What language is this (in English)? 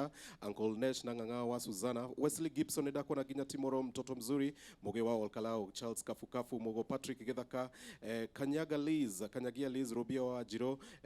Kikuyu